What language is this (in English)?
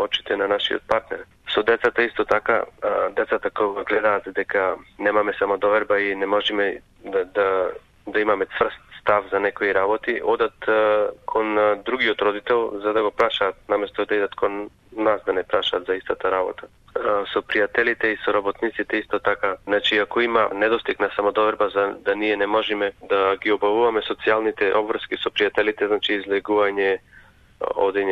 Macedonian